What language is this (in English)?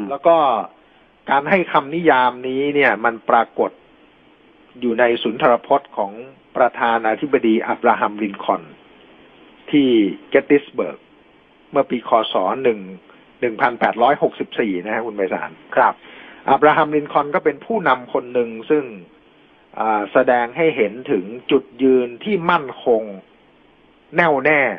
Thai